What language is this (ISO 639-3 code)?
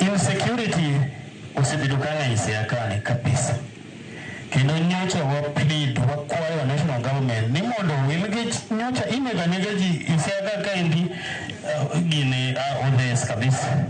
luo